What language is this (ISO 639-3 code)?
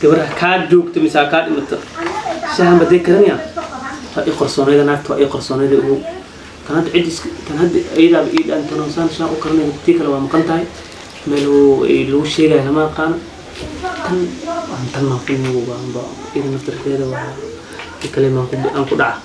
som